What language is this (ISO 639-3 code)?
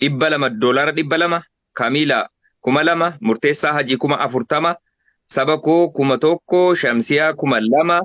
orm